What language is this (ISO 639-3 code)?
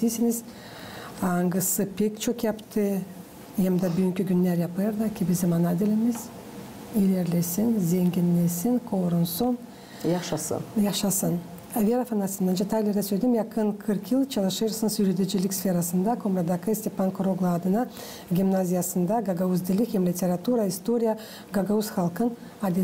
gag